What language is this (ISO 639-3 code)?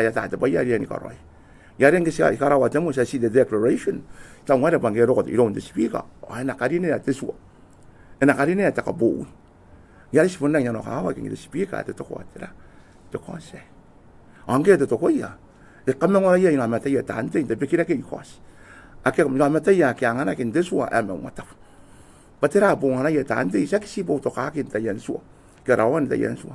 gil